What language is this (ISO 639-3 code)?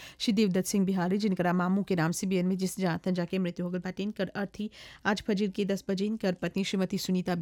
bho